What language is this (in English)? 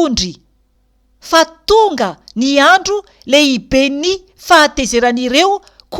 Malagasy